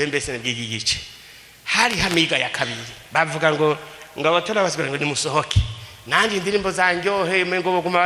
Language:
Rundi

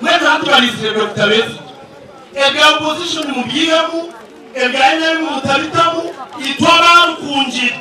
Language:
Nyankole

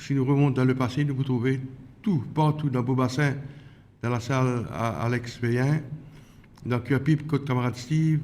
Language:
Morisyen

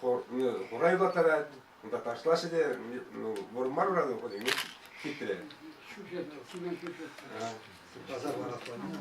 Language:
Chuvash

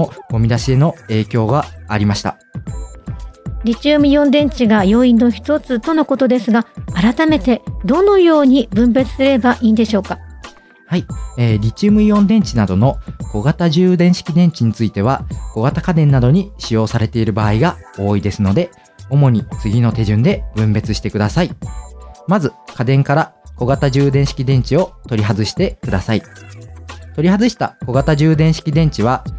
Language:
Japanese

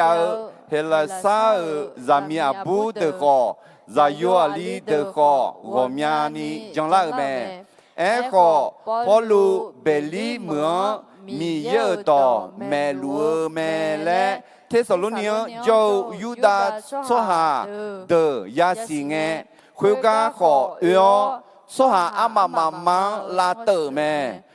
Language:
Akha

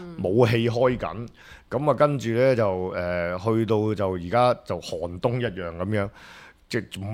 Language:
Cantonese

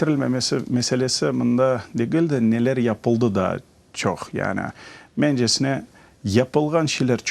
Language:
Crimean Tatar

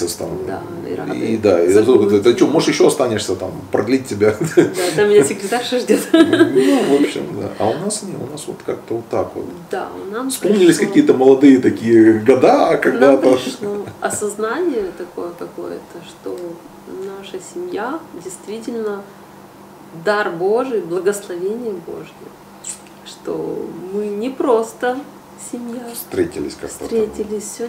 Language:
Russian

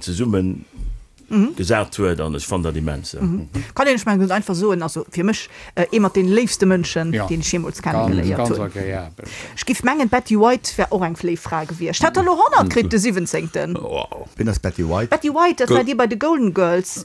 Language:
Luxembourgish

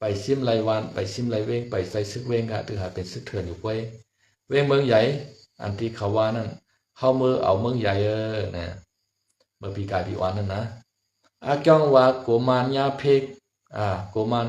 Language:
Shan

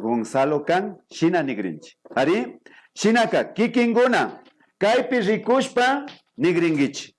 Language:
Imbabura Highland Quichua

